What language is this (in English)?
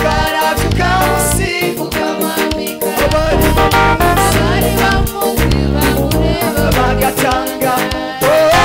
Kinyarwanda